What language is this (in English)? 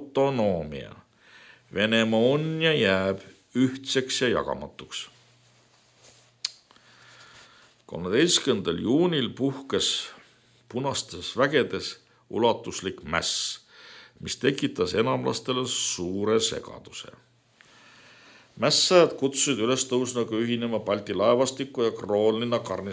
Estonian